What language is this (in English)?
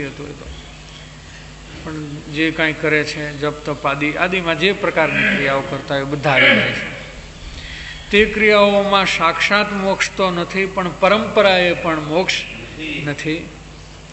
Gujarati